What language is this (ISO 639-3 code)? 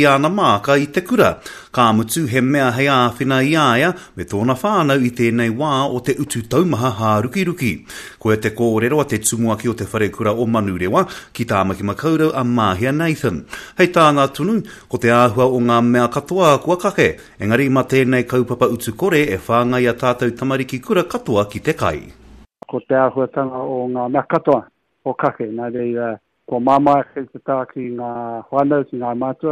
mri